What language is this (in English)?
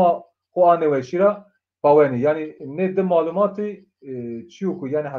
Zaza